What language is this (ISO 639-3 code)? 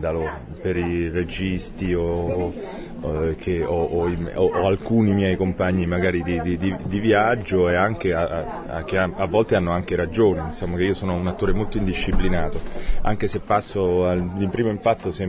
ita